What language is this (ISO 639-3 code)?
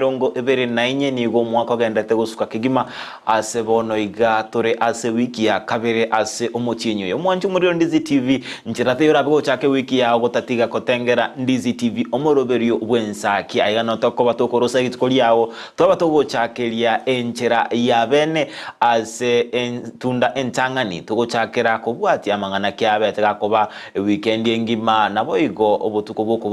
guz